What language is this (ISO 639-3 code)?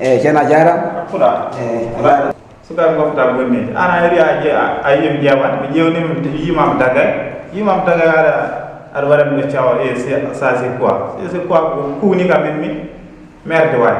ful